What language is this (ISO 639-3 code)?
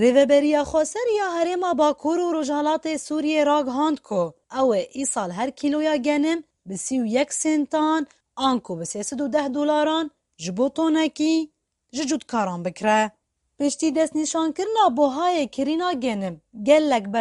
kur